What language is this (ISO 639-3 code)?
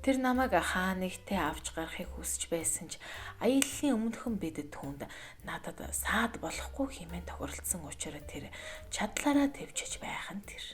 mon